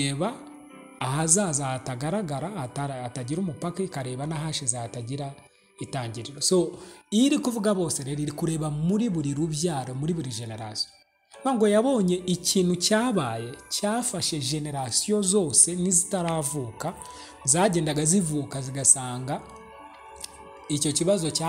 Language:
Kinyarwanda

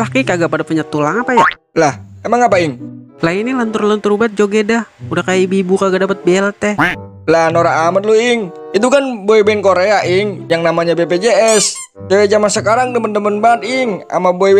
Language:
Betawi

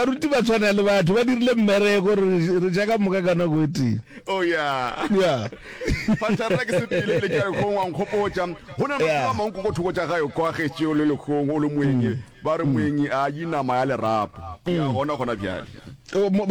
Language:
Northern Sotho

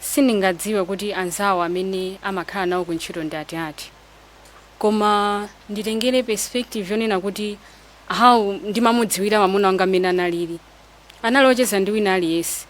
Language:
Nyanja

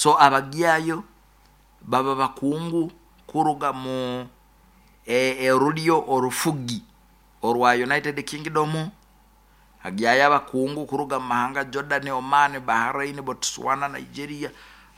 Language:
Nyoro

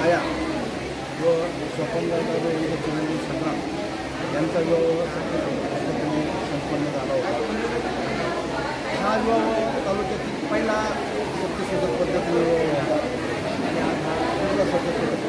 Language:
Marathi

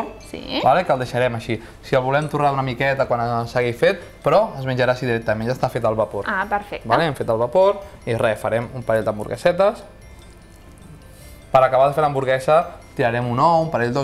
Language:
Catalan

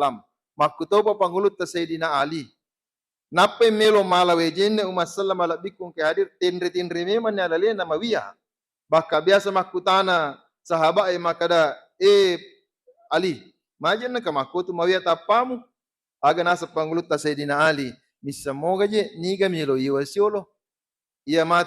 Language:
Buginese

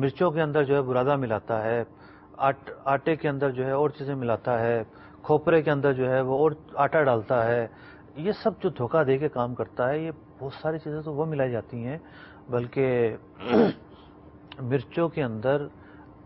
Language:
Urdu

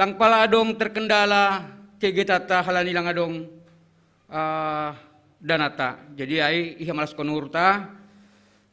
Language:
Batak Simalungun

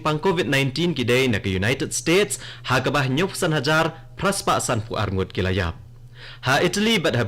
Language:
Khasi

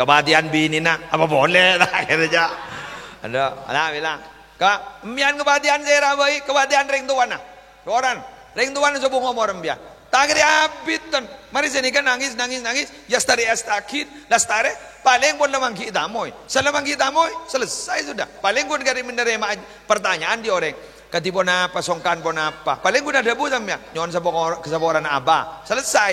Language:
Madurese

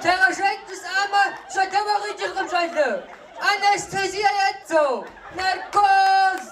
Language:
Kabardian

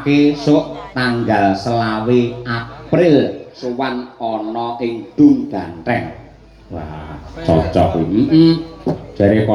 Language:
Javanese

